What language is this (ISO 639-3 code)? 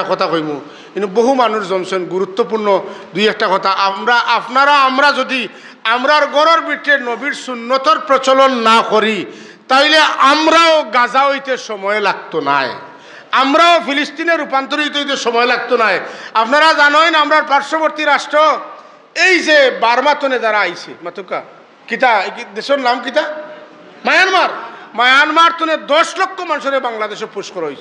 syl